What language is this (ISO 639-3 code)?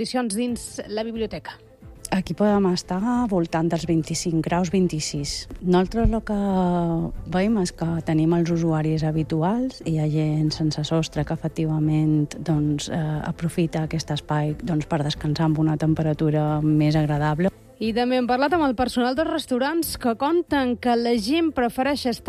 cat